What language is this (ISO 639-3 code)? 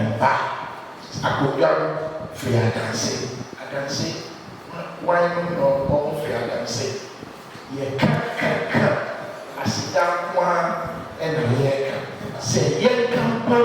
aka